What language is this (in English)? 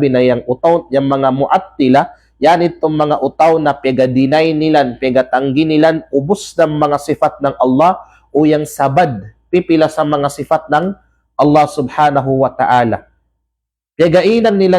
Kalagan